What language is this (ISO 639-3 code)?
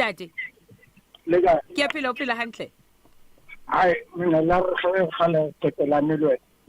sot